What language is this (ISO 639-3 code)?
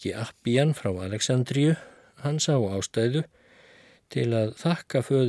isl